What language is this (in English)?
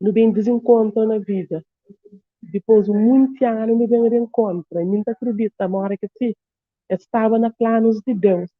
Kabuverdianu